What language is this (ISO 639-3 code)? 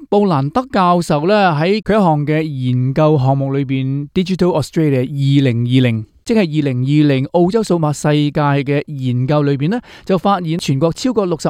yue